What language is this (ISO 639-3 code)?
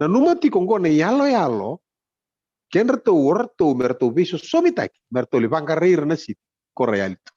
fij